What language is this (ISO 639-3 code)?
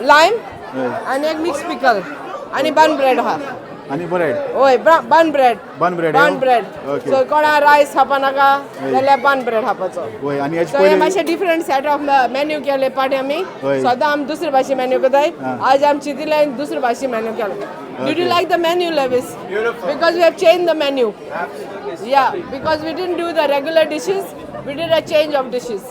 kok